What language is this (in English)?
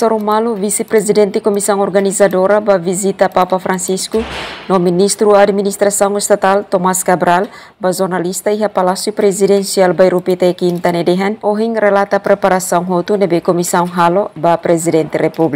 Tetum